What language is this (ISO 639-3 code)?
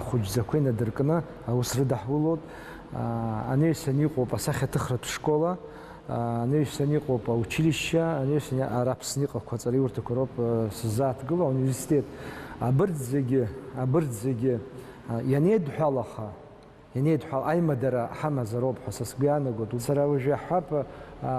abk